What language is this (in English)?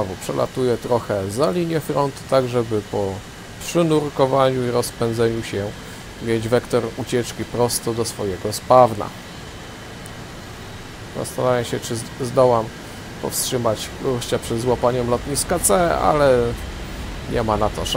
Polish